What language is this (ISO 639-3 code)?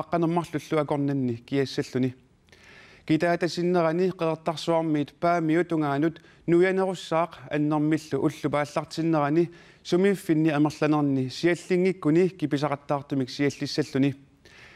kal